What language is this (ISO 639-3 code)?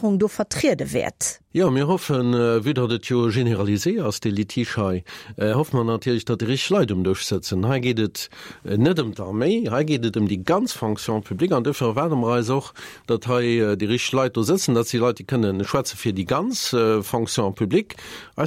ltz